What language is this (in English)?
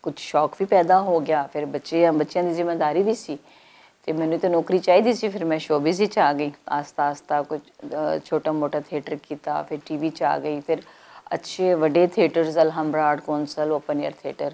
Western Panjabi